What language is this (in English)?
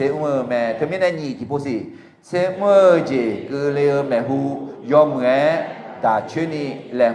Akha